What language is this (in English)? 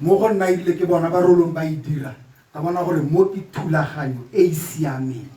Tswana